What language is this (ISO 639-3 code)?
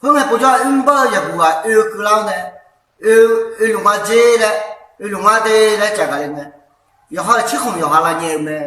ahk